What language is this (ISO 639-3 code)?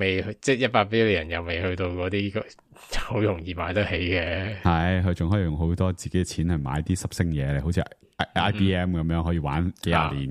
yue